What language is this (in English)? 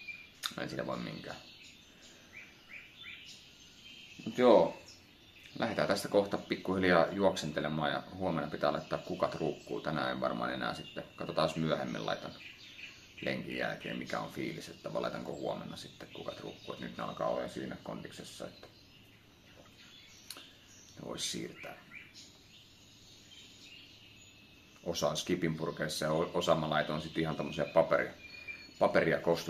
Finnish